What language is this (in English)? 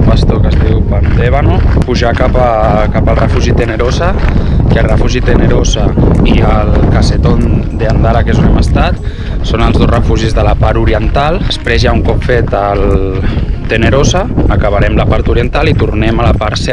Catalan